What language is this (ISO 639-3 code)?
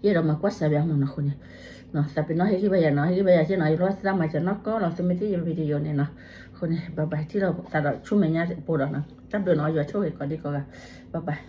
ksw